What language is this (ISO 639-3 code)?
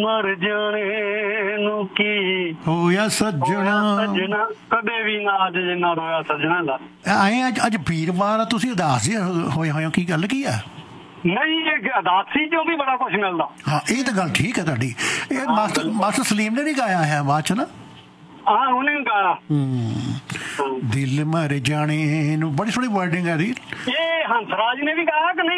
pan